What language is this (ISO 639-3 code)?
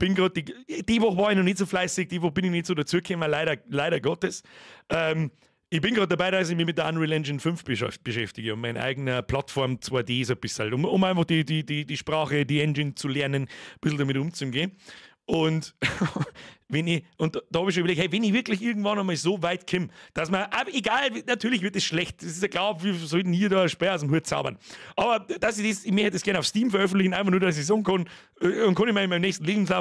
bar